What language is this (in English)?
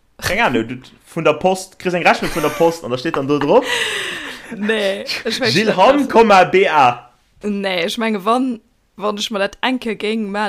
Luxembourgish